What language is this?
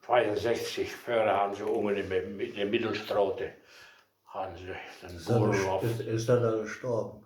Westphalien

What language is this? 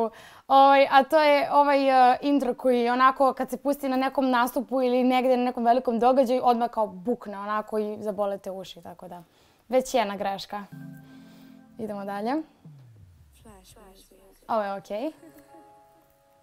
Serbian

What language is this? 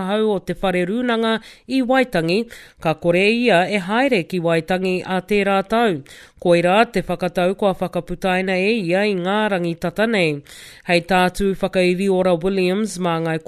Māori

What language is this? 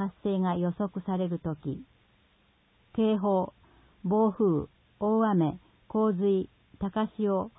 Japanese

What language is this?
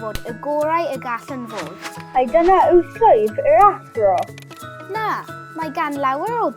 Welsh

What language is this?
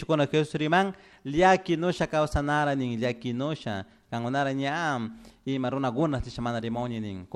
Chimborazo Highland Quichua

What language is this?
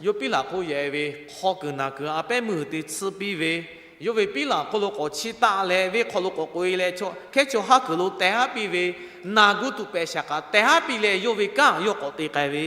Lahu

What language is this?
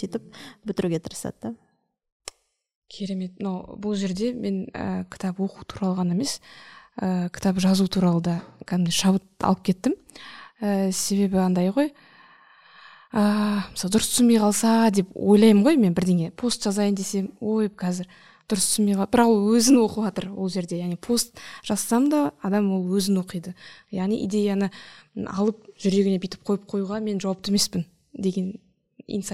Kazakh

